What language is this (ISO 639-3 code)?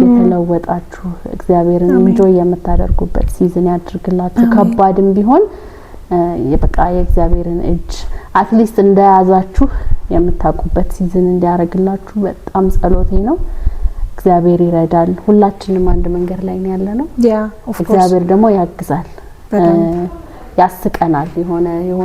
amh